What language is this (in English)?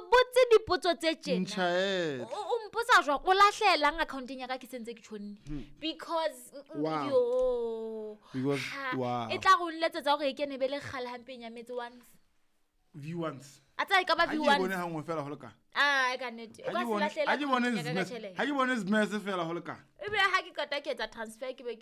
Southern Sotho